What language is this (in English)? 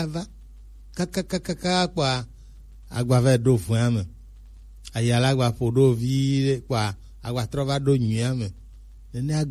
Gen